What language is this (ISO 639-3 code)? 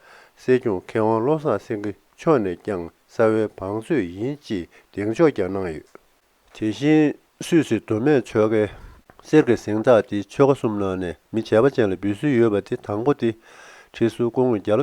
bod